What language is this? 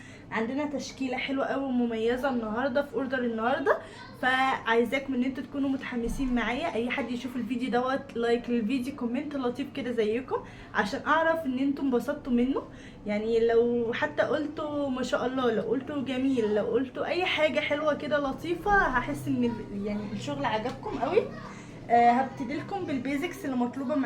Egyptian Arabic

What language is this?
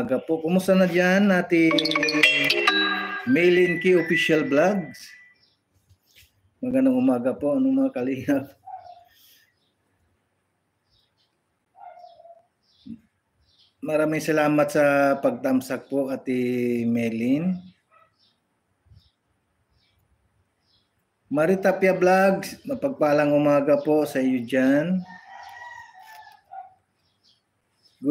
Filipino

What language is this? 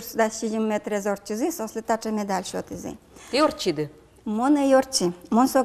Udmurt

